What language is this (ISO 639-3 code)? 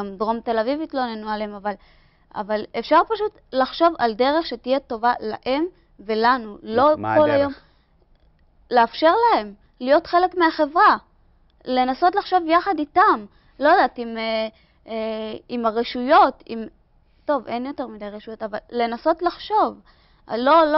heb